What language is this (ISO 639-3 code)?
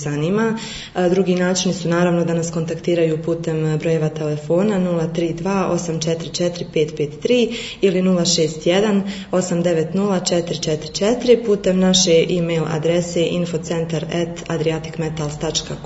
bos